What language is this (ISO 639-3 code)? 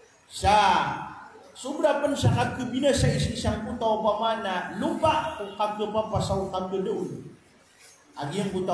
mrw